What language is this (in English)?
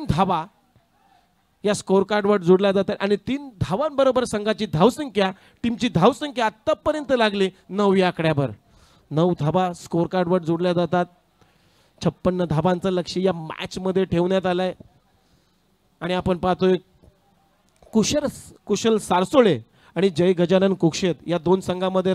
Marathi